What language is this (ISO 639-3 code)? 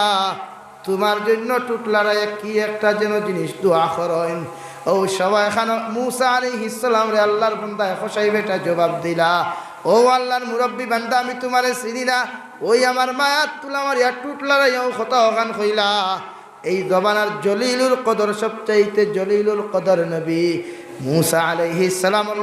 syl